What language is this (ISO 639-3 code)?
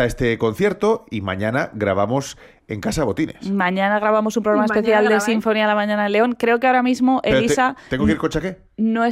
spa